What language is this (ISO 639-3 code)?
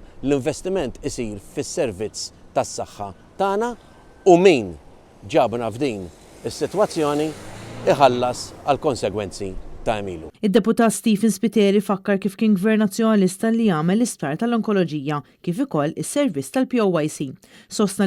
mlt